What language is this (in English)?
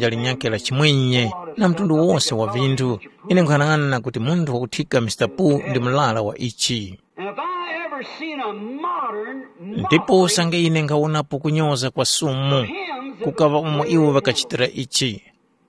Tumbuka